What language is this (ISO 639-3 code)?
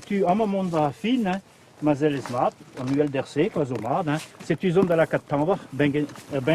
bre